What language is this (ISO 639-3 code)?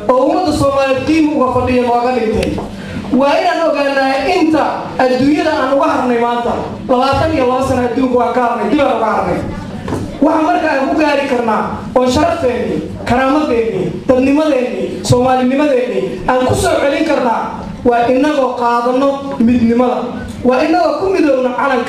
som